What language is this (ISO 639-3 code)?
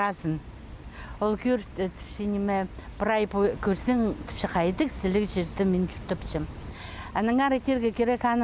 kjh